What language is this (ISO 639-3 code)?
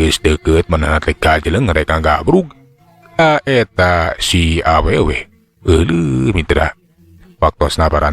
sun